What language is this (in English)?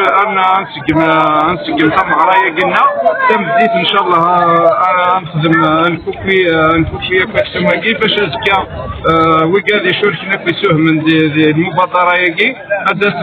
Kabyle